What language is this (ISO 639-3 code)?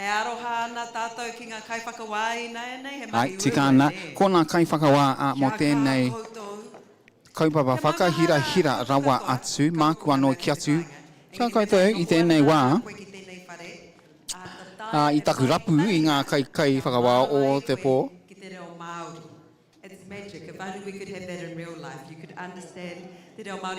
mri